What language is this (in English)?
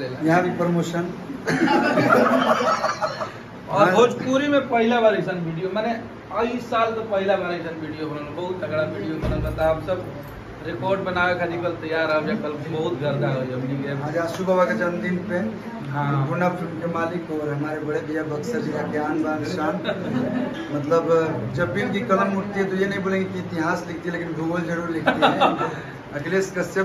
Bhojpuri